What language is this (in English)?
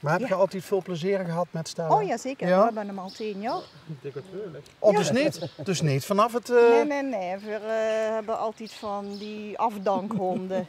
Limburgish